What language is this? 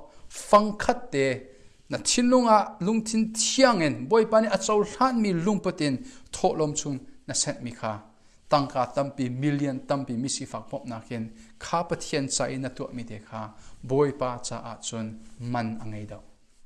Hakha Chin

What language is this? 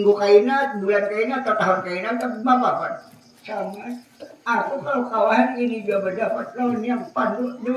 Banjar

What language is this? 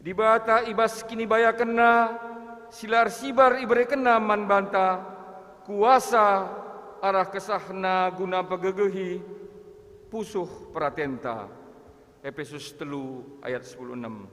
Batak Karo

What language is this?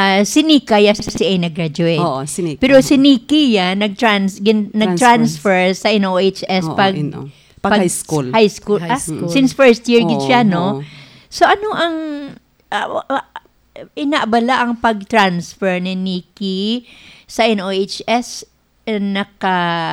Hiligaynon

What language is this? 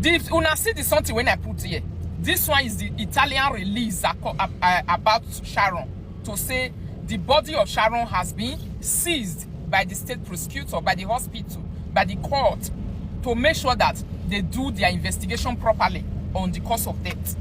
Nigerian Pidgin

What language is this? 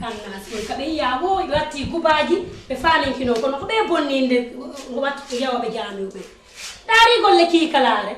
Fula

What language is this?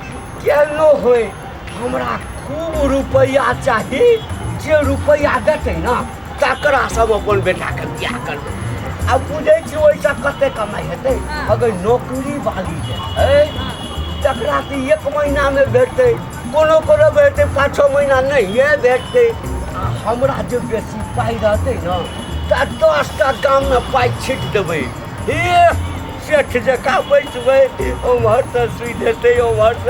Maithili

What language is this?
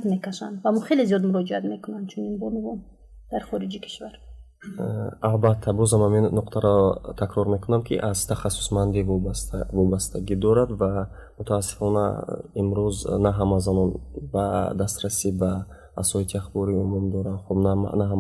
Tajik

